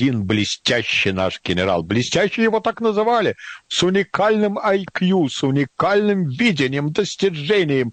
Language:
Russian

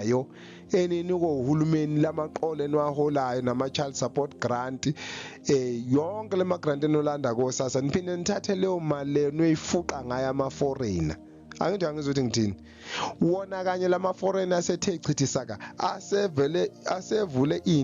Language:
Zulu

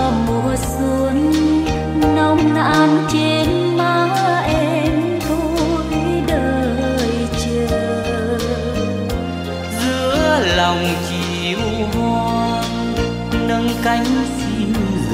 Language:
Vietnamese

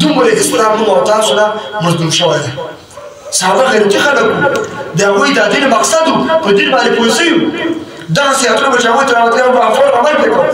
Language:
Pashto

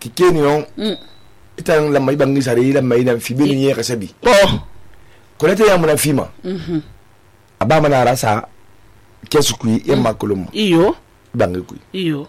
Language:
Susu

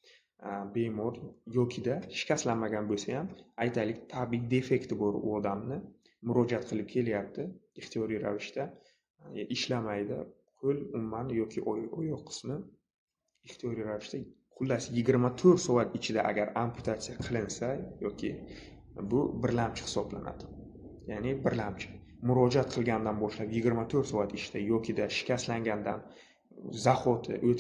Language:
Uzbek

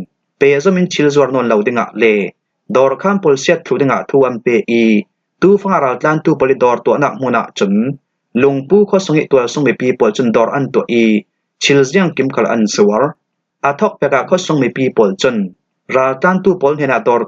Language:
Falam Chin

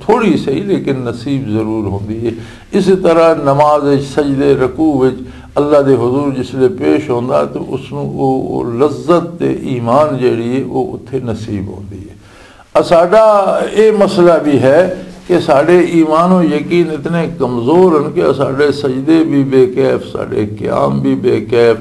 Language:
Western Panjabi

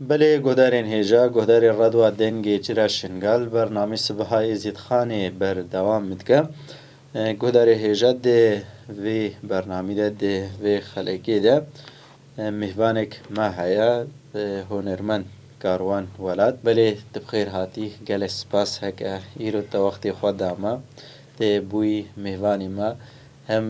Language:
Kurdish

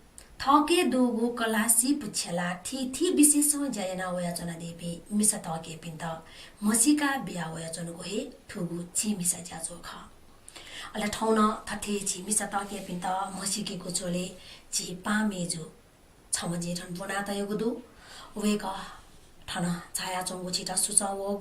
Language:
Newari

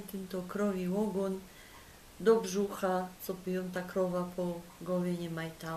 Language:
Silesian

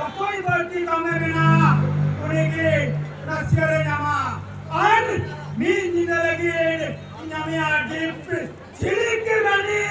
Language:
Santali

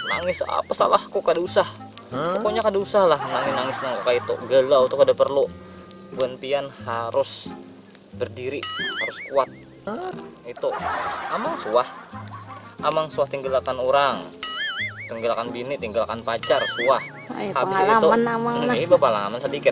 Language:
Banjar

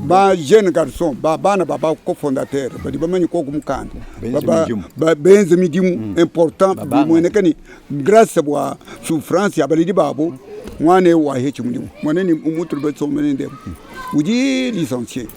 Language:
Luba-Lulua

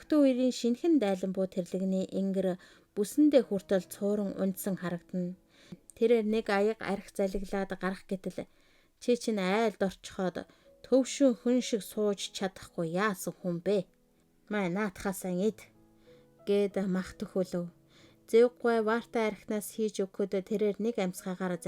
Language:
Mongolian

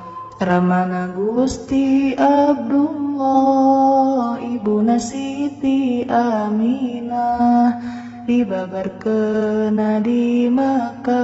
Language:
Sundanese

